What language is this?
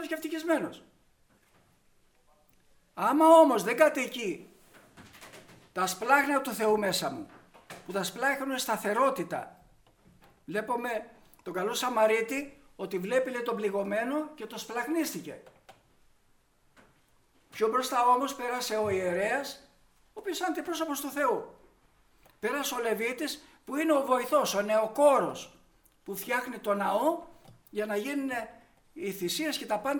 Greek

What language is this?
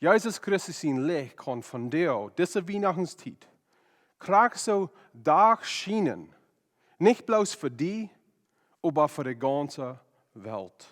Plautdietsch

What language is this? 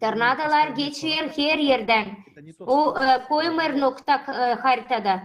Gagauz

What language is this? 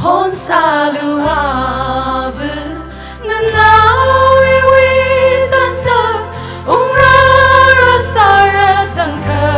Tangkhul Naga (India)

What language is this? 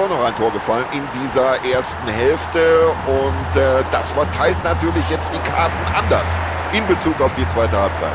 Bavarian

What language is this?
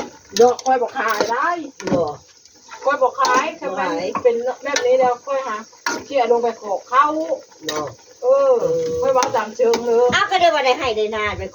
Northeastern Thai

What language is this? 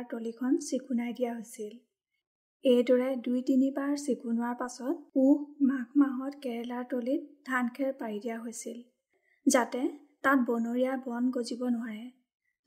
Assamese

